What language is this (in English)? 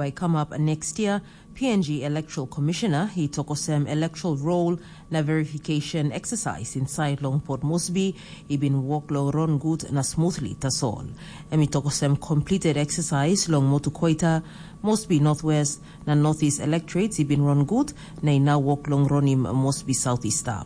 Tok Pisin